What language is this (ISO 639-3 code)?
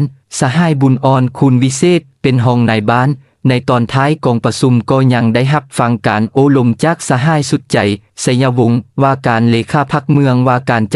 lao